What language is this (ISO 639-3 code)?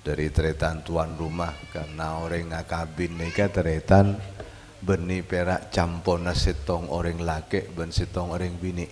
mad